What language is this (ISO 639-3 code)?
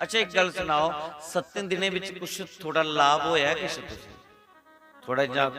doi